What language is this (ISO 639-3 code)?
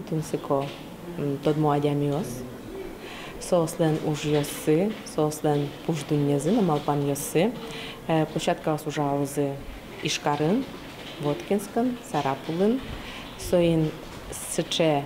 udm